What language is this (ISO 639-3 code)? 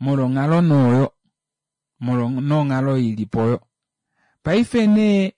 kua